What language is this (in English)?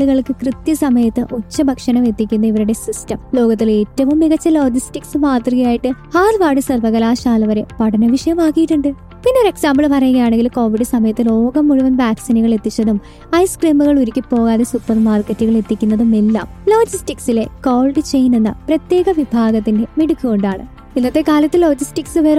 Malayalam